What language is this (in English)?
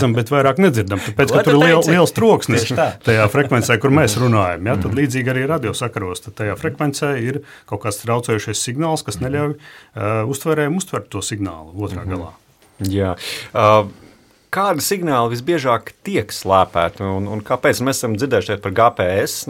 Latvian